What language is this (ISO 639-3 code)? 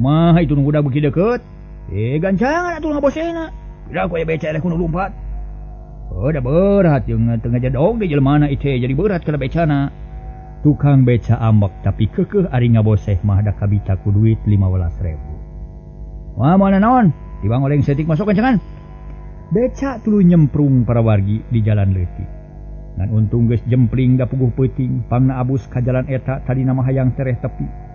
sun